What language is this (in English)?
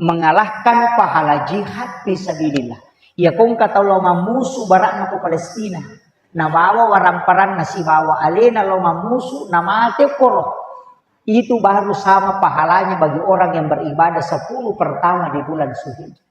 Buginese